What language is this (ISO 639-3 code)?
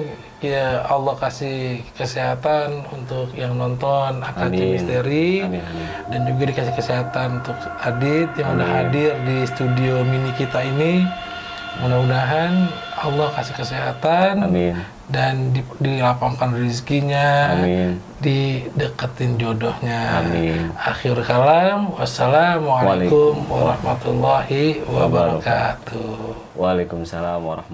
bew